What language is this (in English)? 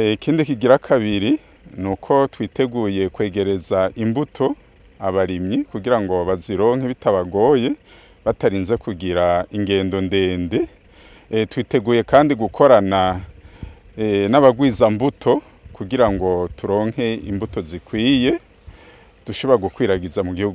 Rundi